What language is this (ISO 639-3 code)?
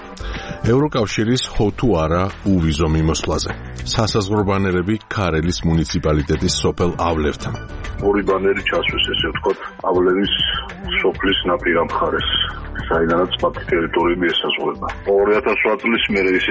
kat